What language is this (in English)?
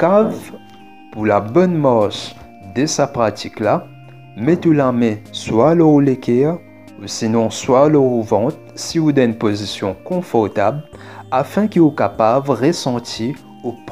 Morisyen